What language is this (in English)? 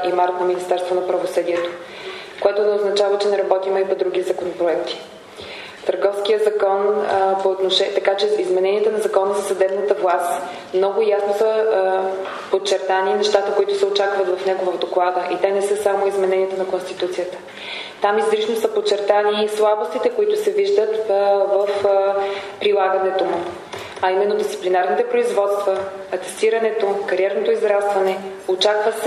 Bulgarian